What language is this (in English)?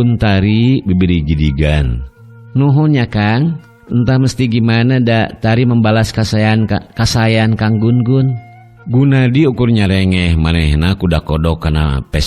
Sundanese